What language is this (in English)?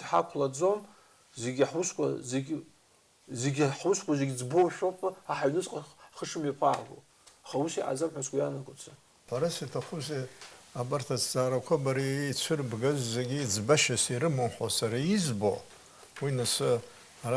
Abkhazian